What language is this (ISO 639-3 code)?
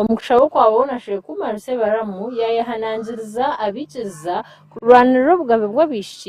nyn